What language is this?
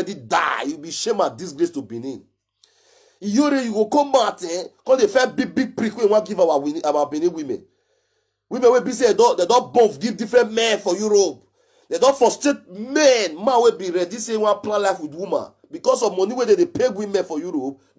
Nigerian Pidgin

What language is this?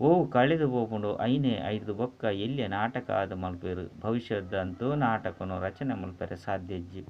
Tulu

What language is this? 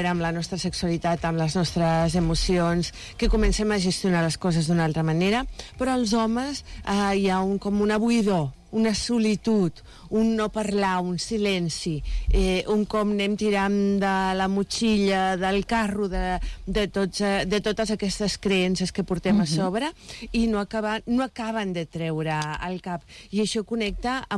Catalan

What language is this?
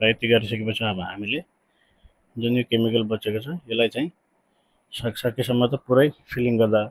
Nepali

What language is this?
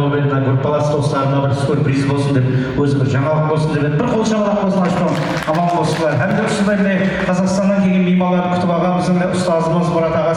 Kara-Kalpak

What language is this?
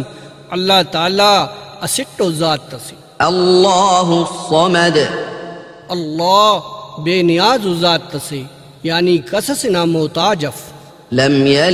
Brahui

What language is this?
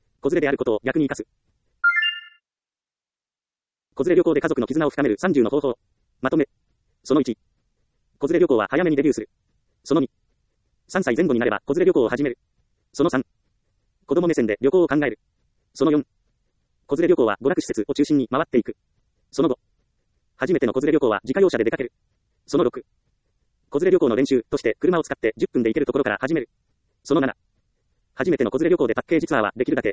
Japanese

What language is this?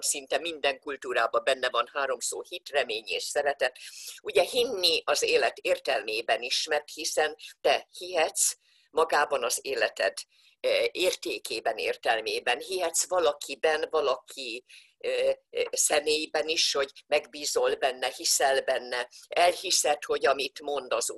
Hungarian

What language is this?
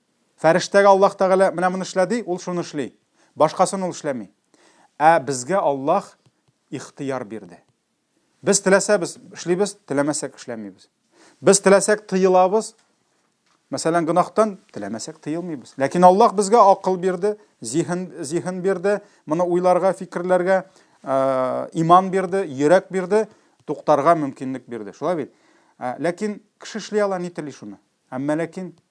Tatar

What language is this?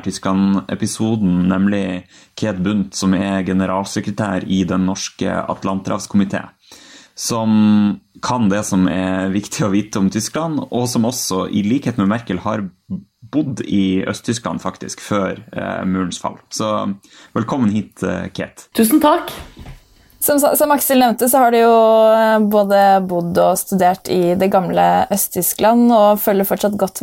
Norwegian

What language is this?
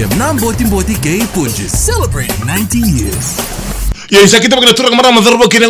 Fijian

